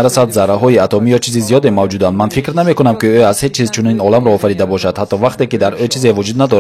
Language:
Tajik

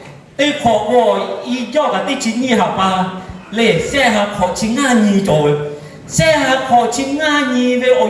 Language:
Lahu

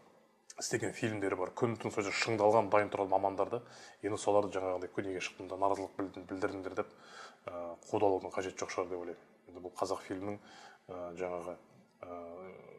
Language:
Kazakh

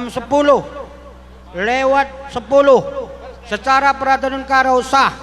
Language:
Batak Karo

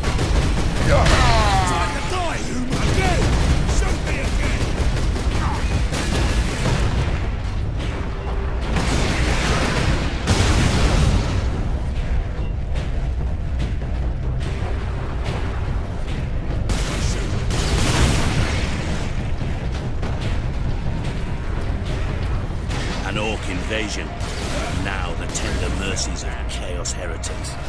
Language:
English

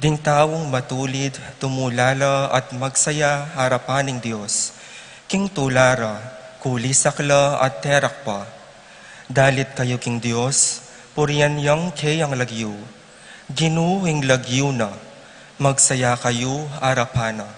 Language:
Pampanga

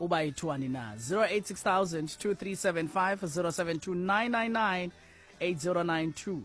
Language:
Xhosa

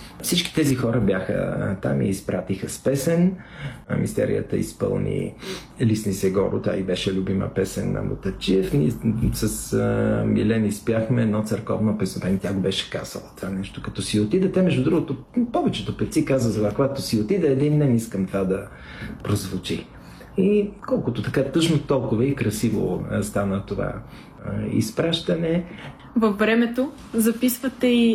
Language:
Bulgarian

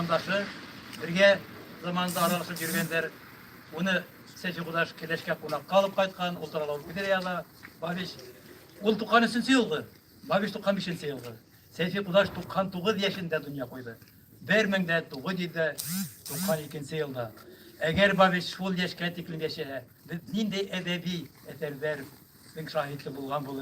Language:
Bashkir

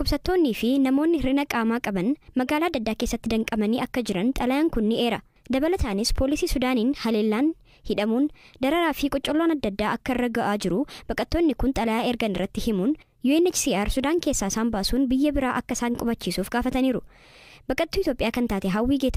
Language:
Oromo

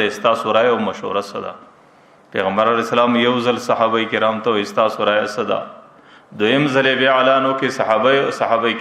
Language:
Pashto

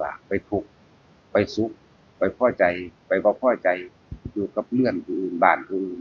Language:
Northeastern Thai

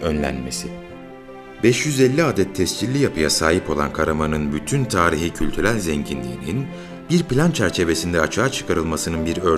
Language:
Turkish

